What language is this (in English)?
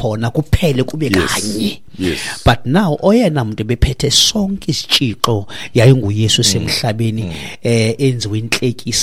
Xhosa